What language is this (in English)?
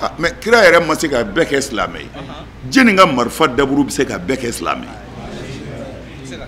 Bambara